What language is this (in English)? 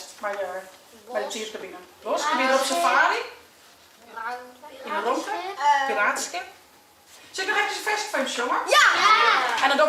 Western Frisian